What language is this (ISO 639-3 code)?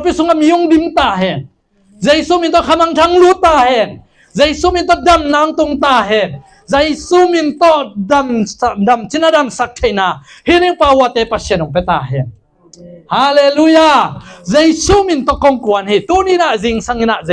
ctd